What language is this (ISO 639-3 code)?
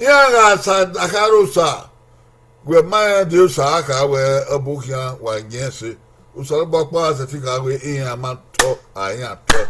bin